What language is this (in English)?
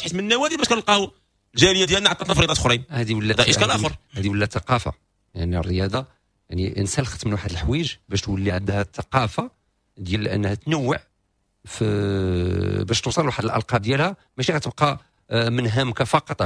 Moroccan Arabic